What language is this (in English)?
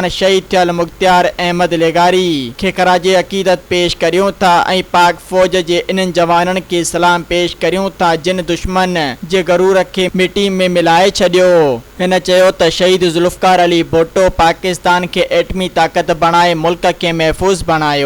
Sindhi